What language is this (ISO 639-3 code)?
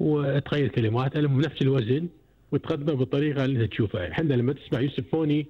afb